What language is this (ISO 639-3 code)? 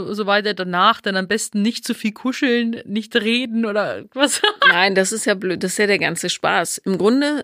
deu